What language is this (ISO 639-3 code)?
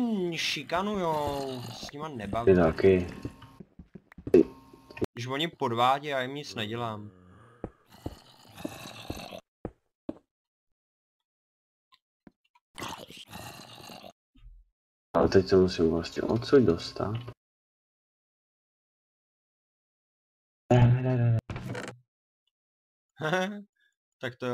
ces